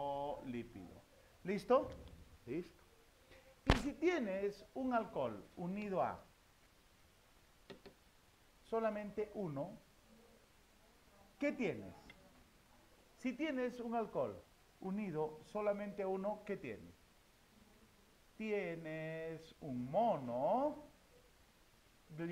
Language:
Spanish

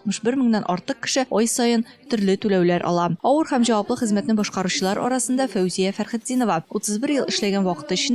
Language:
Tatar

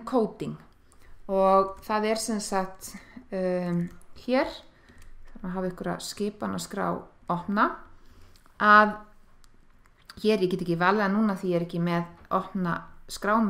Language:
Icelandic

